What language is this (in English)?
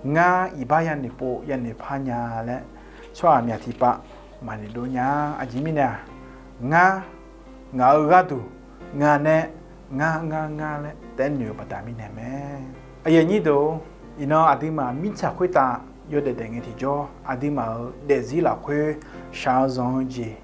Akha